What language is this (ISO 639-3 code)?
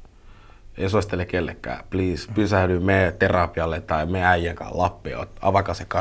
fin